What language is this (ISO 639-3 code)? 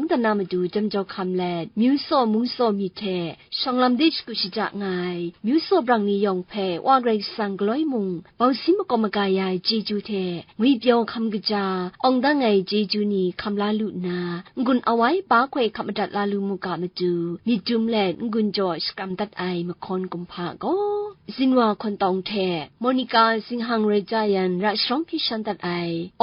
kac